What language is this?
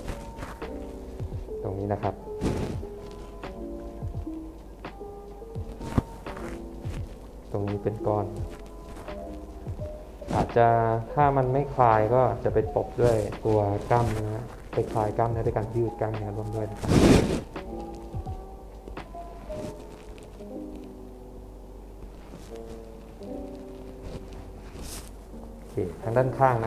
Thai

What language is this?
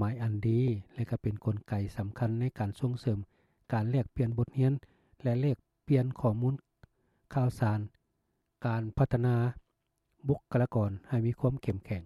Lao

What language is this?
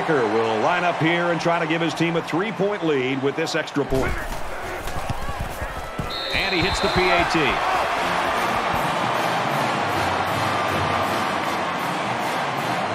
English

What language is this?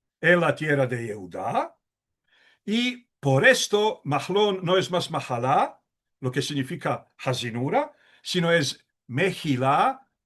Ladino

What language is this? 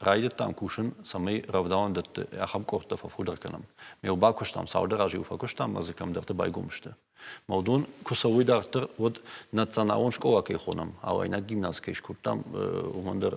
Ossetic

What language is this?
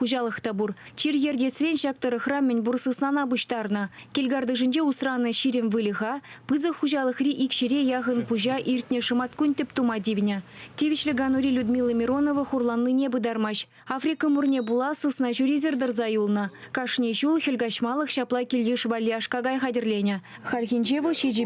Chuvash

